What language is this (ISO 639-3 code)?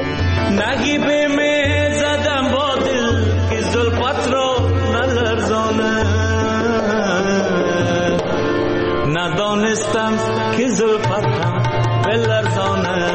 fas